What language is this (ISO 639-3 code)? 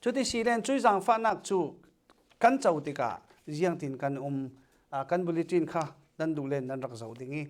cfm